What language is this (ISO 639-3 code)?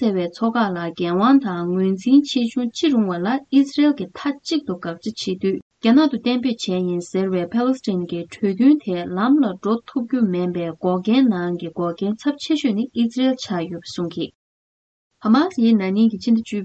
bod